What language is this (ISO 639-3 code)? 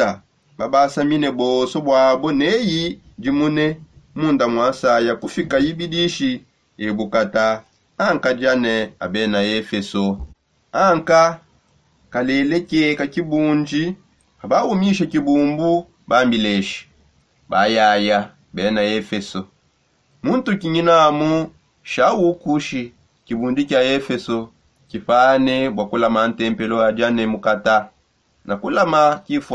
sop